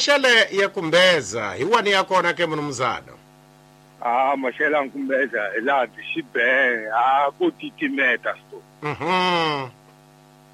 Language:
Tsonga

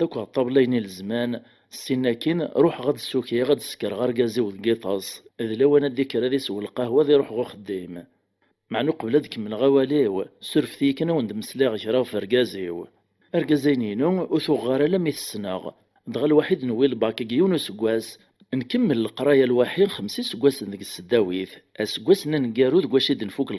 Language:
Kabyle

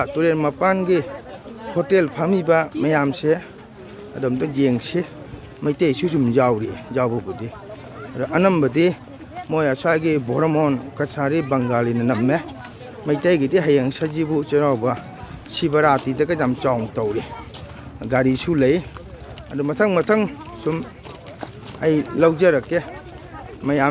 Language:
Manipuri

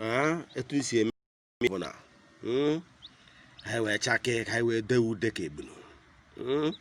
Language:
Igbo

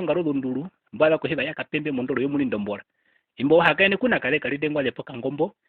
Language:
Herero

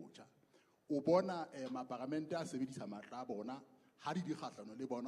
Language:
Southern Sotho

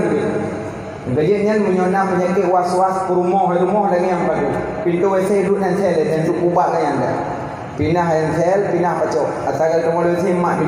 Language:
Achinese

